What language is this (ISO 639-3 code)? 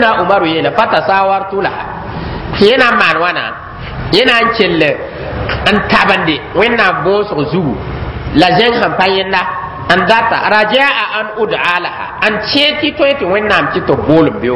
mos